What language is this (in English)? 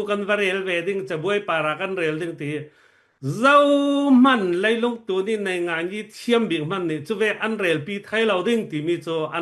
Falam Chin